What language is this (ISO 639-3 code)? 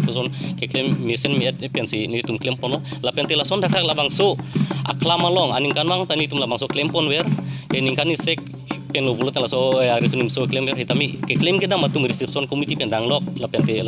mjw